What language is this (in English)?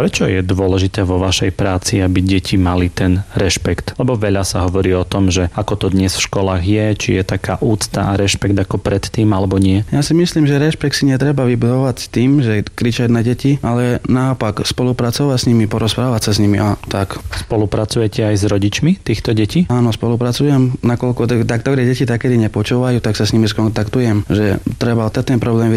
Slovak